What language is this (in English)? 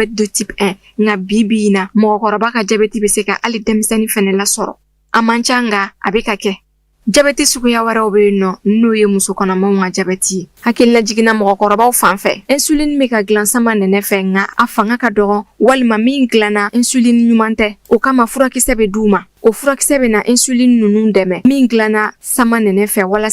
Bambara